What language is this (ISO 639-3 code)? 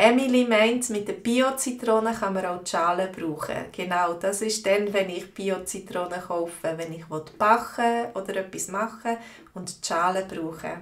gsw